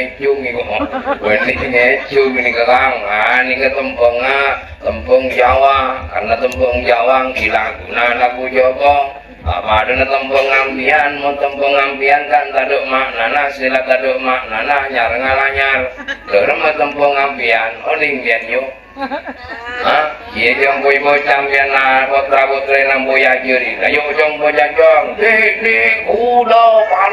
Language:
Madurese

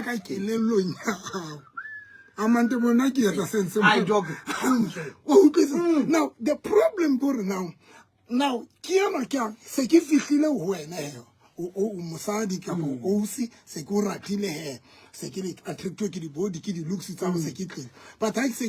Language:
Southern Sotho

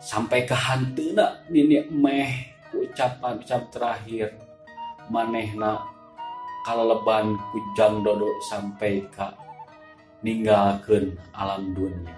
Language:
Sundanese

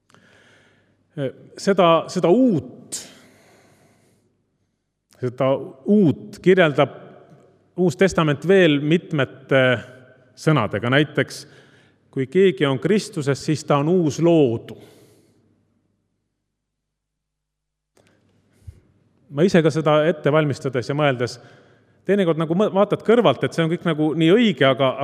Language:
Estonian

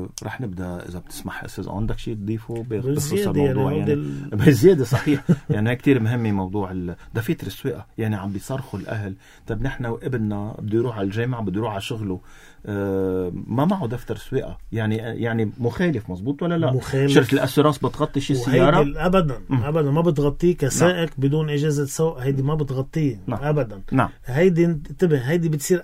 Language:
North Levantine Arabic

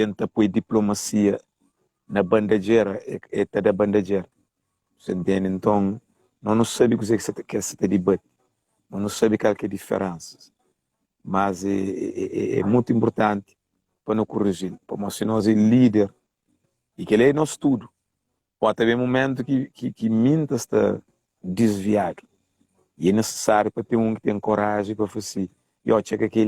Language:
Kabuverdianu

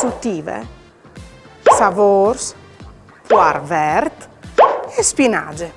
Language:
Friulian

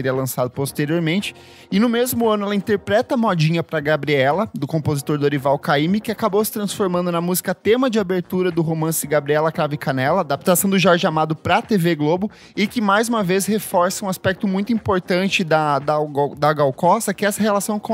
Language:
Portuguese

